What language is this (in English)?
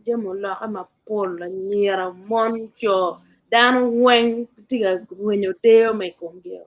Acoli